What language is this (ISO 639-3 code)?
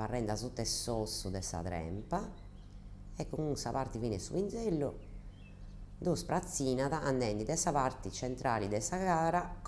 srd